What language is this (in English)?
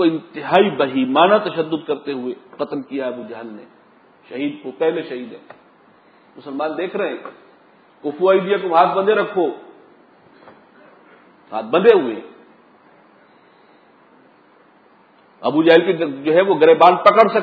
Urdu